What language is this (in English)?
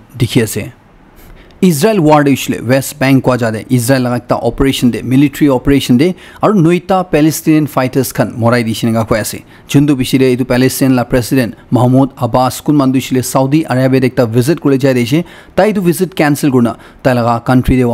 Naga Pidgin